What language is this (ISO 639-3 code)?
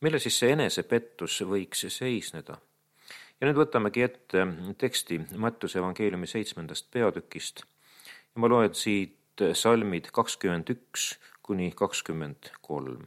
est